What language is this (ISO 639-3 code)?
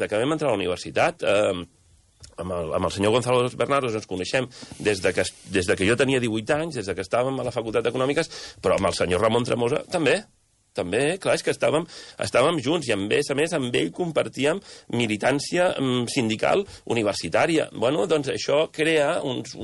cat